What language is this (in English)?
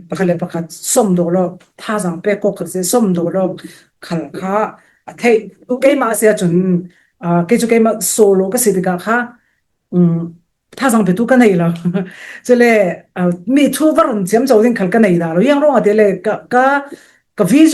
Falam Chin